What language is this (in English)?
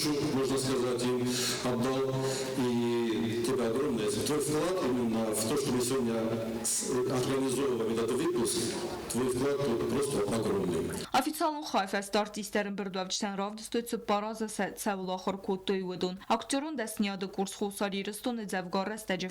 Ossetic